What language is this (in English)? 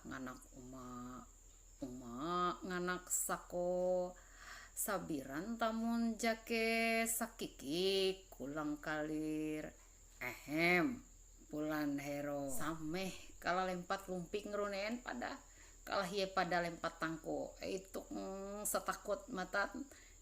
Ma'anyan